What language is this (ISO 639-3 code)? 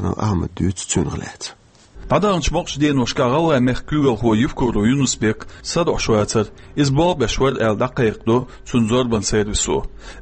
che